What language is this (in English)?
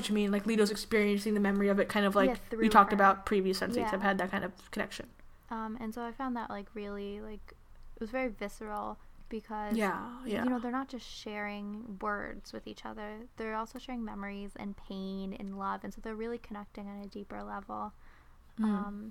English